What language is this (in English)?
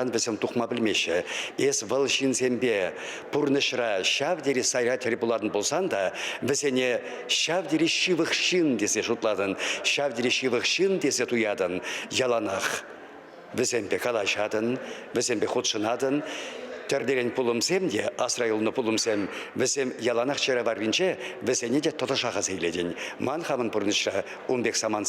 Chuvash